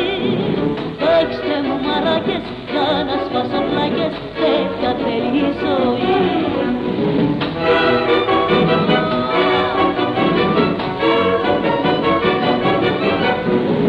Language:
Greek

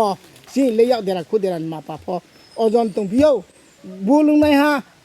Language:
Kok Borok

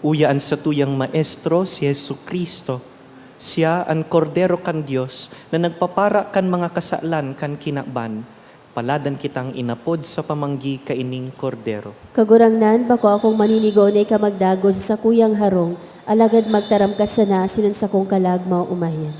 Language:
Bikol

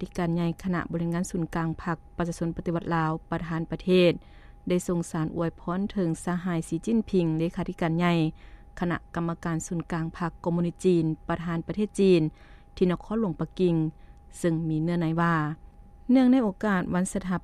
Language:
Lao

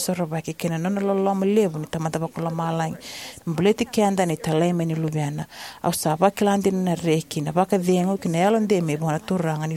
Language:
Fijian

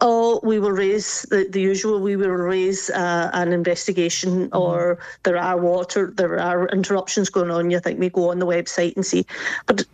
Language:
Irish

